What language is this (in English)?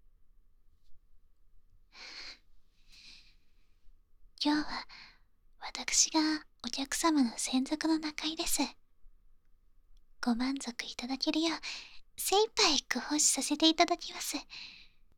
Japanese